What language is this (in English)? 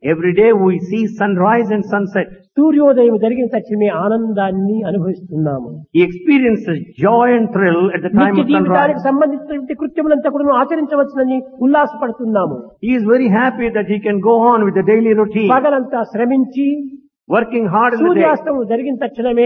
Telugu